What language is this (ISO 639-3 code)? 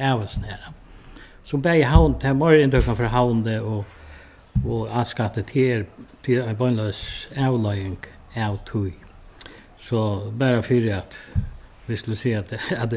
fao